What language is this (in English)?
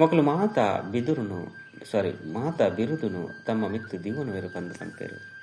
Tulu